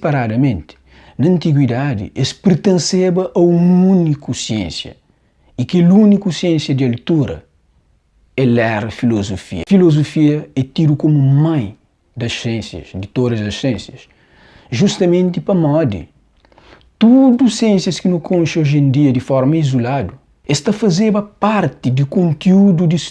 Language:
Kabuverdianu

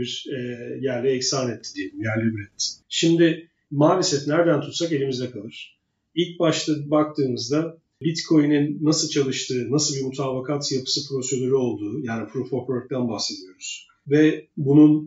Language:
Turkish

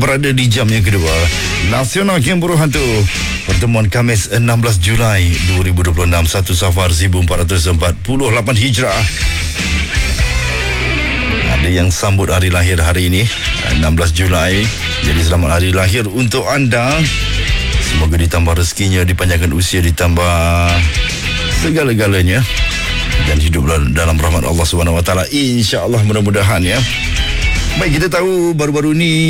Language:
Malay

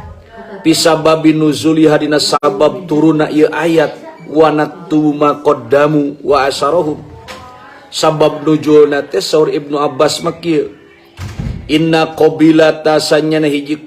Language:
Sundanese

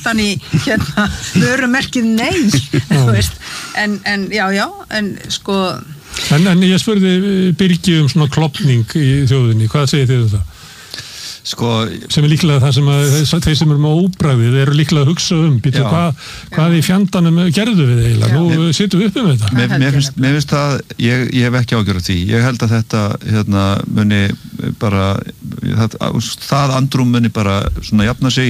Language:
Icelandic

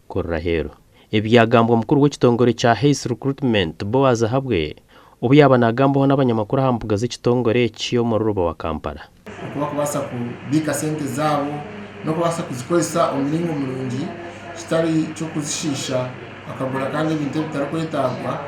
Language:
Nyankole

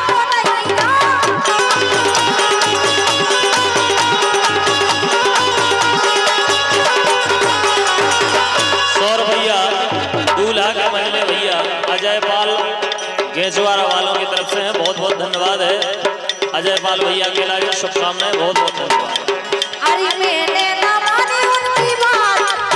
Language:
Bundeli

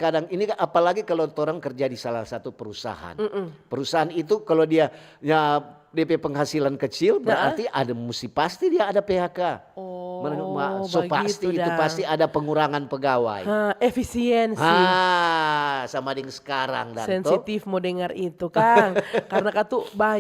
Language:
Manado Malay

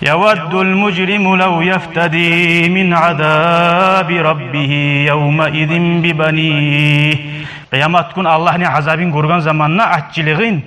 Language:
Kumyk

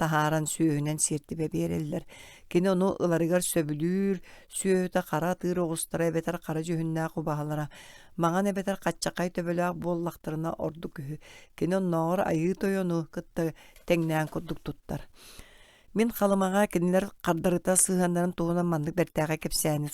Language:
Yakut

